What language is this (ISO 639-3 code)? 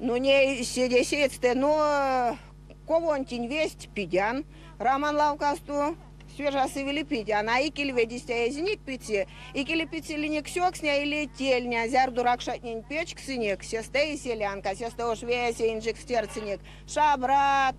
myv